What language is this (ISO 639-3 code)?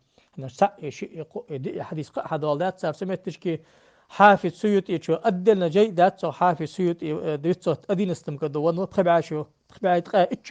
inh